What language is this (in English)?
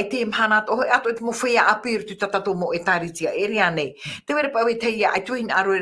Tahitian